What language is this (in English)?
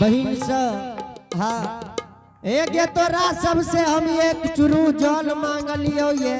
Angika